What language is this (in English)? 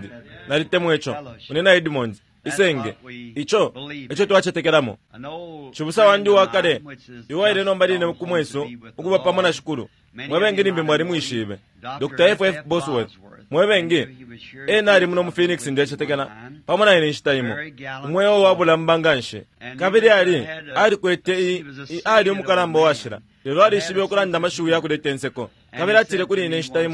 Bemba